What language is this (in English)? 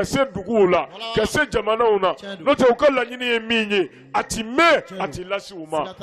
Bambara